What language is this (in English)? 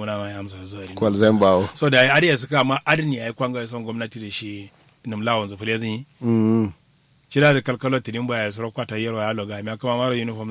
Kanuri